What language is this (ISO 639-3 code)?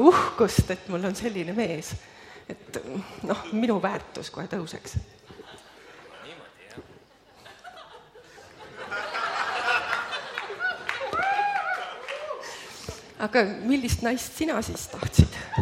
est